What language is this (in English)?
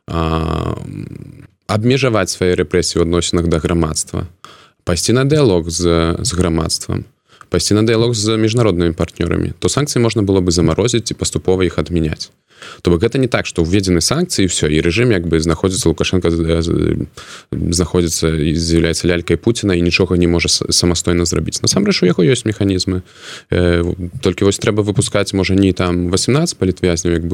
Belarusian